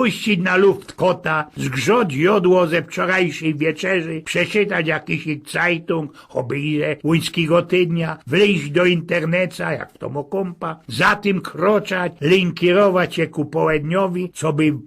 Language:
Silesian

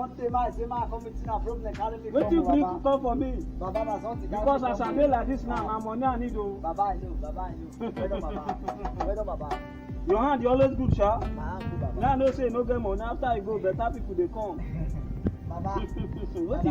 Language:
Nigerian Pidgin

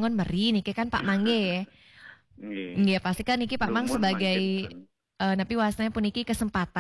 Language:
Balinese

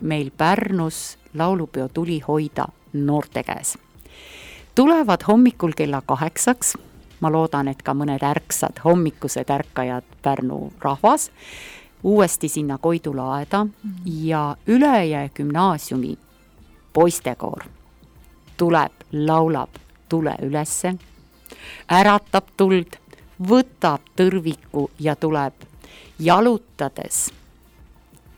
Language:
Estonian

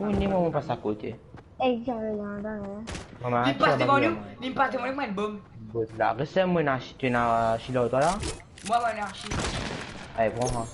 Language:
Morisyen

